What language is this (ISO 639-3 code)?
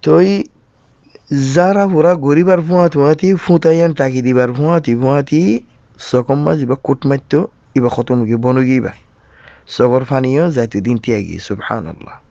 rhg